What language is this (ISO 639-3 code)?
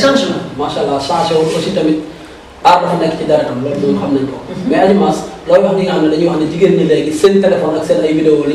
wol